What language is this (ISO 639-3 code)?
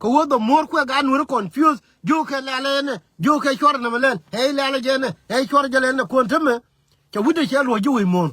nus